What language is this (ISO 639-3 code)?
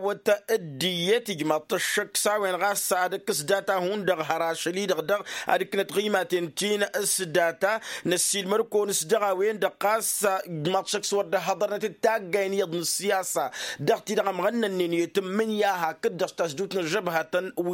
taq